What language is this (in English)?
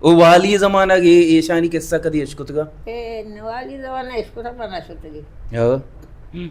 Baluchi